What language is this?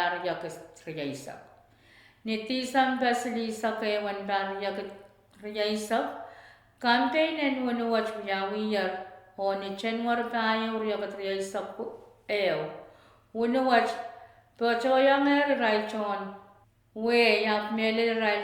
Pohnpeian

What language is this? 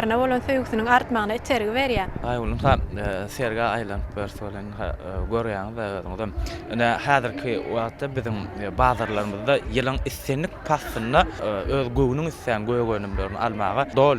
Turkmen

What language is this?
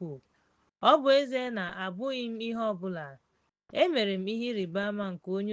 Igbo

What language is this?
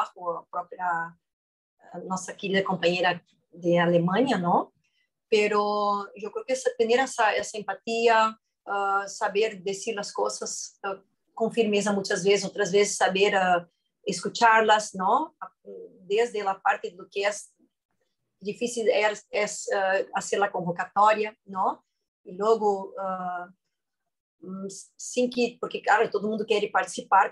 Spanish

